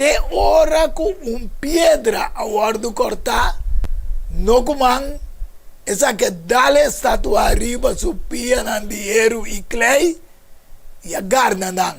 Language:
Papiamento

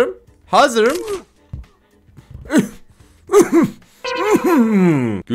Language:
Turkish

